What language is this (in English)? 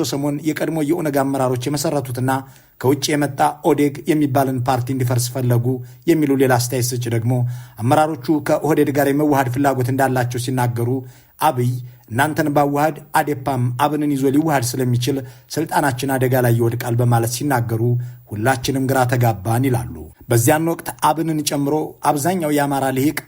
Amharic